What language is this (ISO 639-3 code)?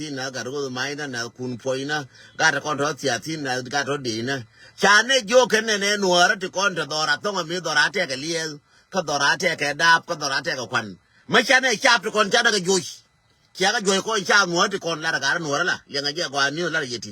nus